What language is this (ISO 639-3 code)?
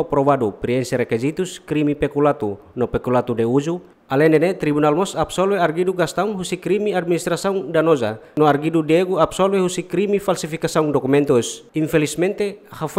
tet